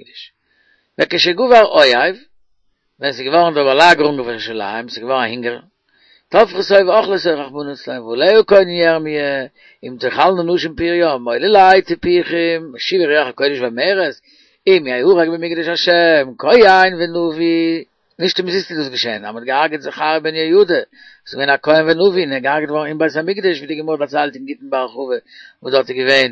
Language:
Yiddish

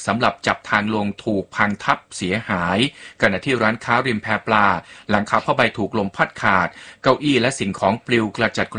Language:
Thai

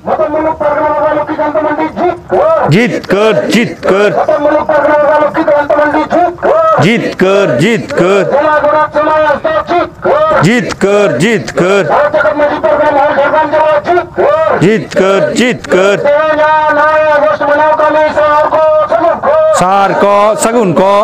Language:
Santali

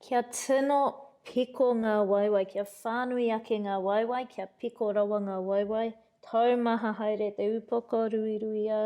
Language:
Māori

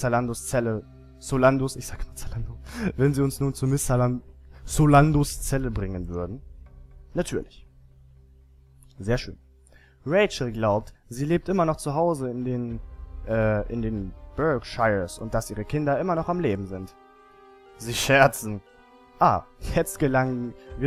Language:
German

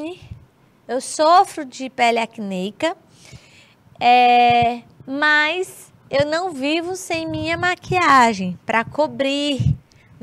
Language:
Portuguese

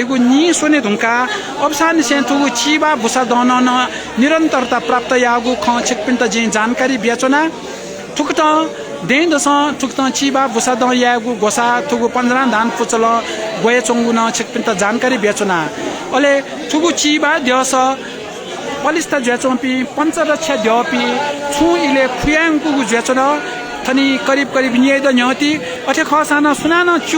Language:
Newari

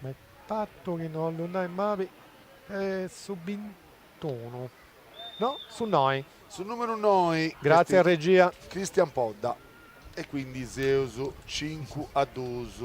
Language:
Sardinian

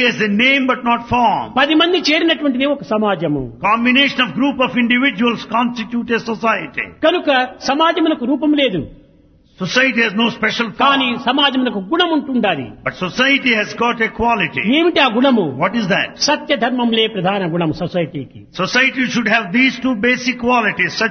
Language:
Telugu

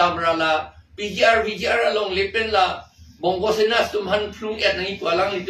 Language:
Karbi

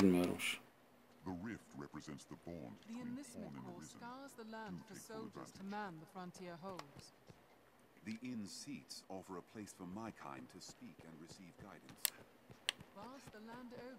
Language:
Turkish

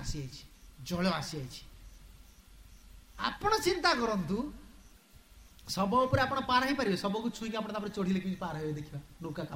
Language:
Odia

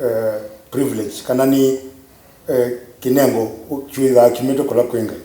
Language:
Kamba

